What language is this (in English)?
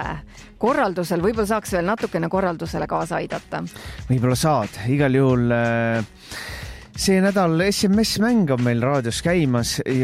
Estonian